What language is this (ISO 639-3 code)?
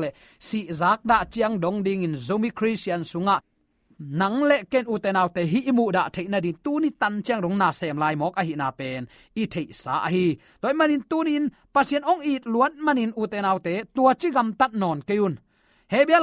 ctd